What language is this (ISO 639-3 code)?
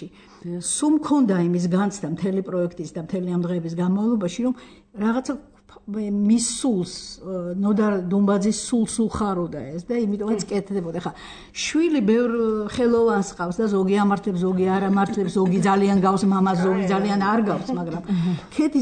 kat